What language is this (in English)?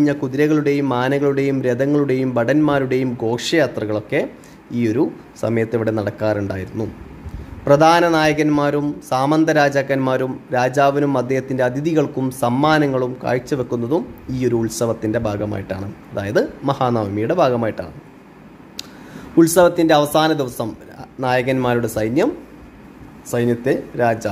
Malayalam